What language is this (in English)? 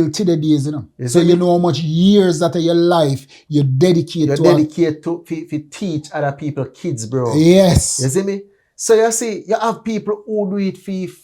Jamaican Creole English